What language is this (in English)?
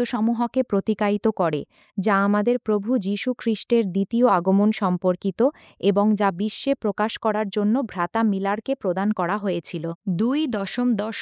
Bangla